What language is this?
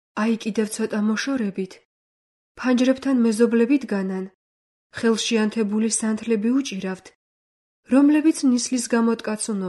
Georgian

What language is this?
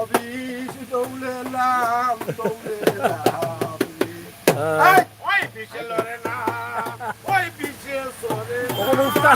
Sylheti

